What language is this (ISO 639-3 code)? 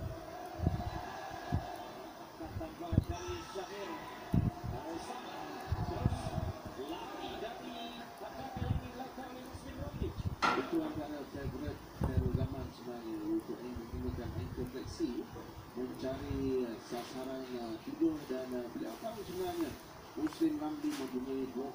msa